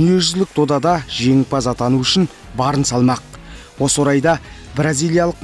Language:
Kazakh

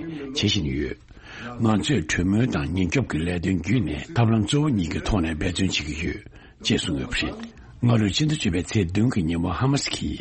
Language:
Tibetan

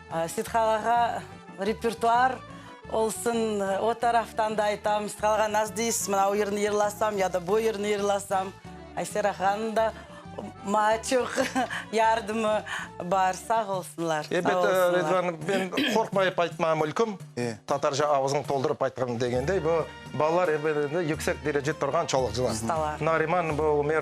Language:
Crimean Tatar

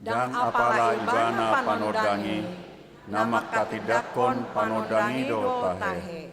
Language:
Batak Toba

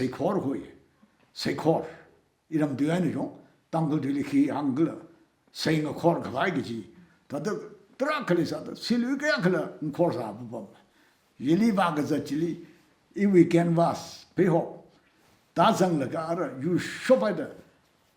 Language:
Tangkhul Naga (India)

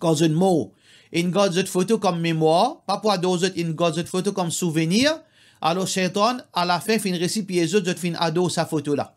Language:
Morisyen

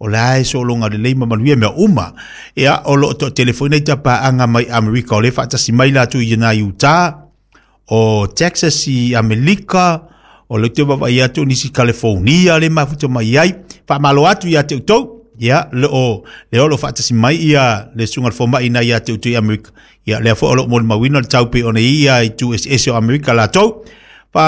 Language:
Samoan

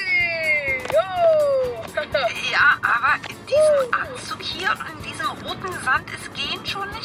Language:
German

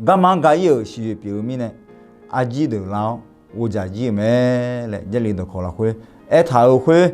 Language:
Akha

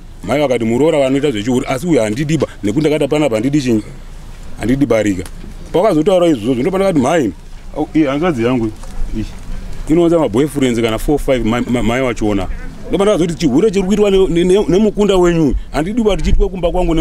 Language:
Shona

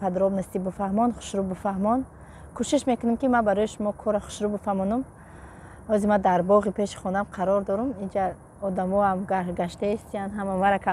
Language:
Tajik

